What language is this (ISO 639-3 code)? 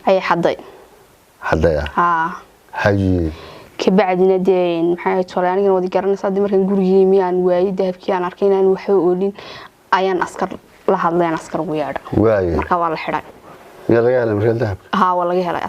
som